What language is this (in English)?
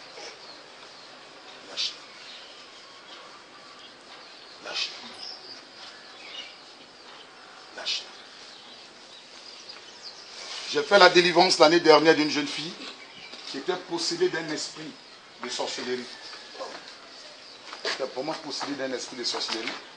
French